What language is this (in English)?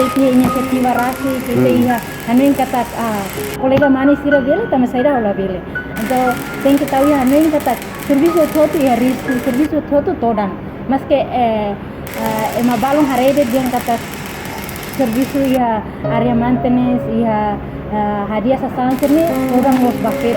Tetum